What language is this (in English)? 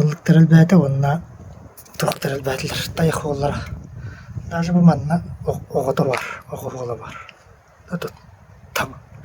Yakut